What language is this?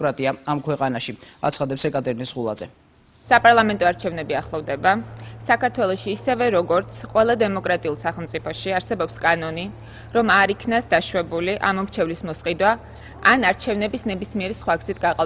Georgian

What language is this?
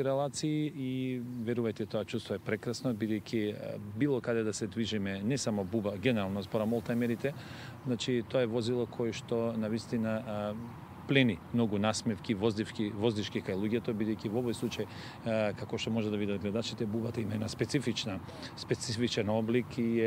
Macedonian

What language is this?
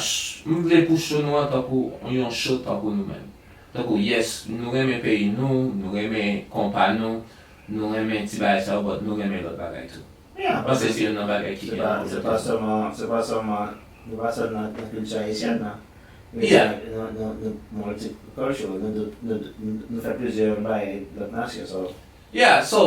Haitian Creole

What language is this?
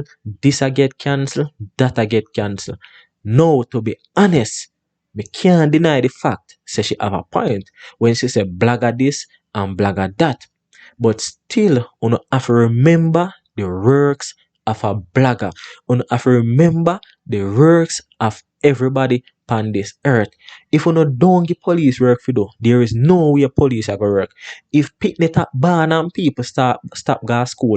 Jamaican Creole English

